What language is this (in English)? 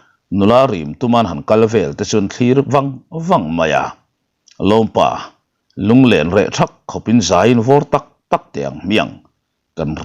Mizo